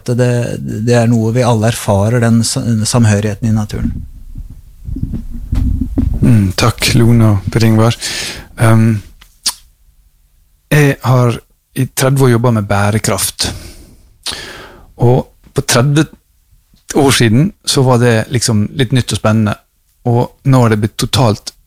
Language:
Norwegian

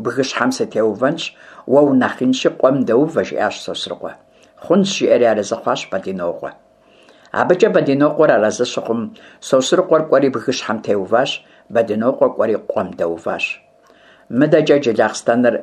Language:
Kabardian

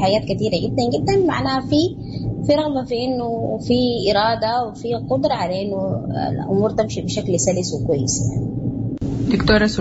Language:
Sudanese Arabic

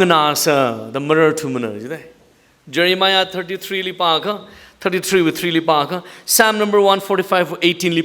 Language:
Tangkhul Naga (India)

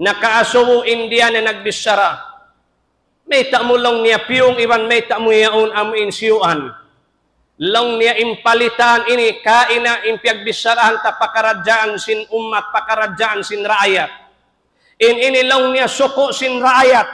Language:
Tausug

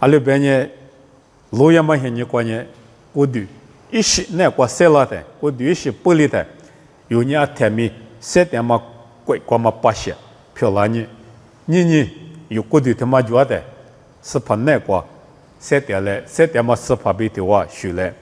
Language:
Lisu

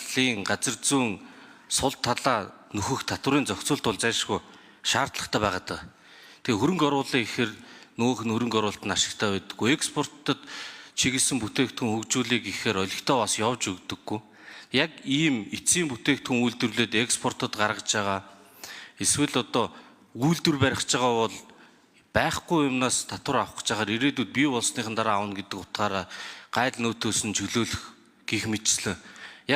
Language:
Mongolian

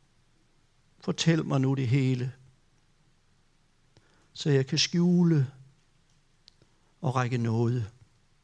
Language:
Danish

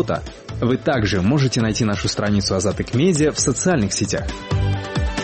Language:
Russian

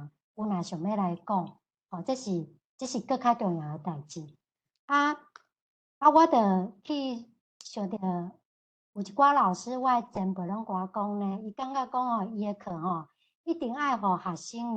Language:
Min Nan Chinese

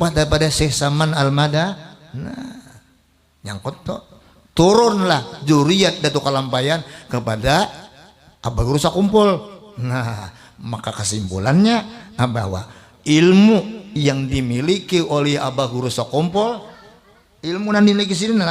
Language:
Banjar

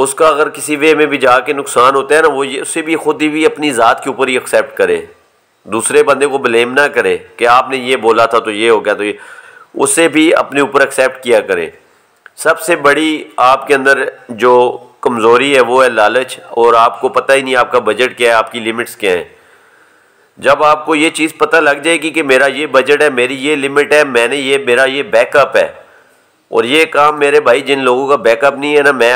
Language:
Hindi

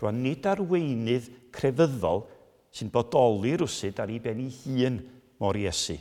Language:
Welsh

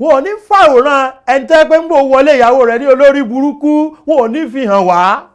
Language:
Yoruba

